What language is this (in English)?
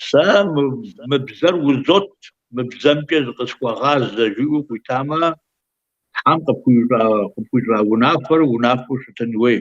Kabardian